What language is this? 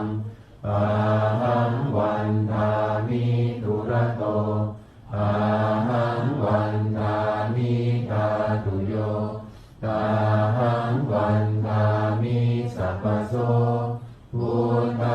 Pali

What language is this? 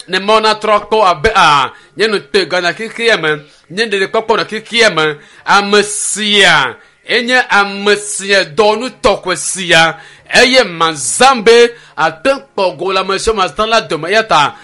Ewe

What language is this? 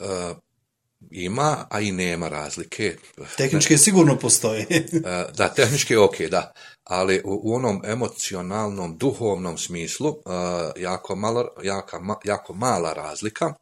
Bosnian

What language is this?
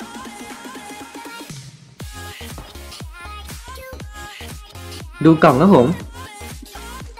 Thai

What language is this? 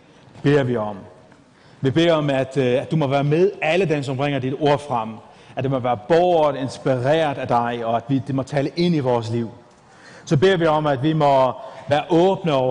Danish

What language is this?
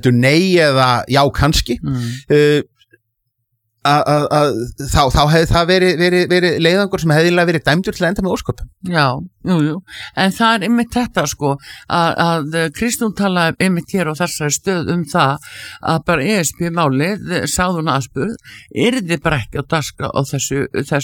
Icelandic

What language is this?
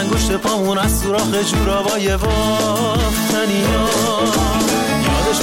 Persian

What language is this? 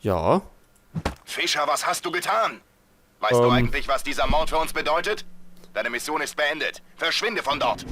Bavarian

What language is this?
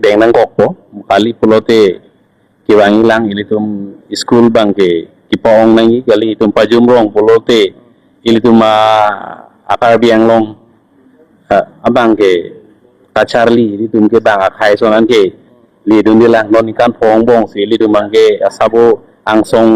Karbi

